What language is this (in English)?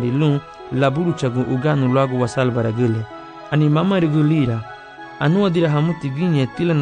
Garifuna